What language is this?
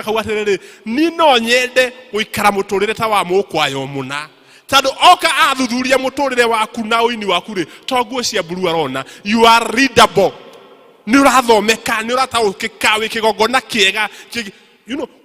Kikuyu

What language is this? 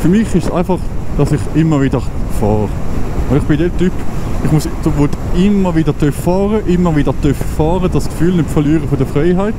Swiss German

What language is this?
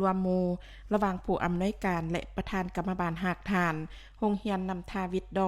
Lao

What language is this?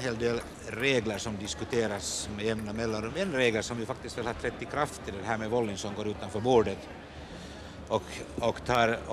Swedish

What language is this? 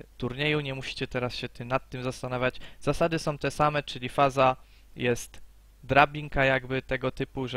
Polish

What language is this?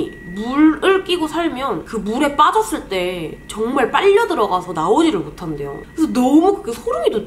Korean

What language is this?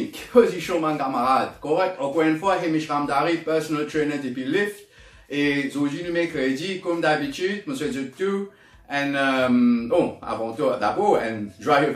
Morisyen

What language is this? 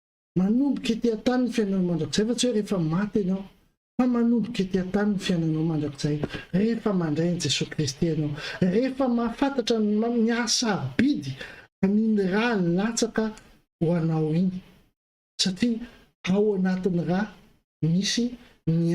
Malagasy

